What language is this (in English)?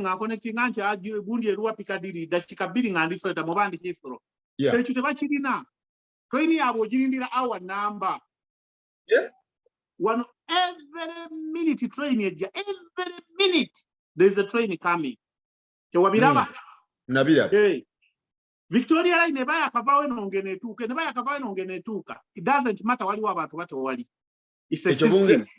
Ganda